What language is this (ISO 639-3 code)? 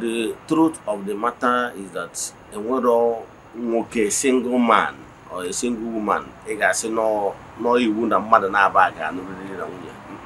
ibo